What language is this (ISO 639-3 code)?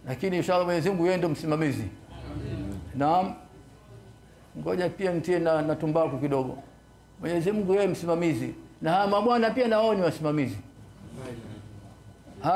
swa